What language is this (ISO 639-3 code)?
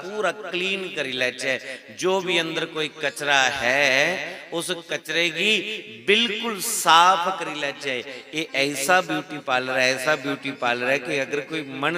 doi